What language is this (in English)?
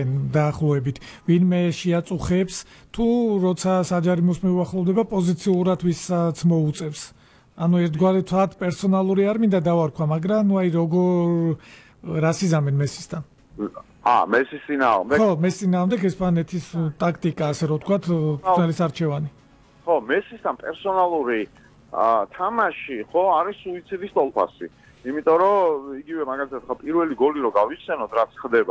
Georgian